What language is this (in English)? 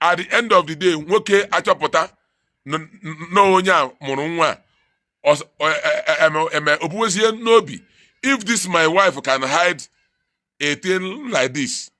Igbo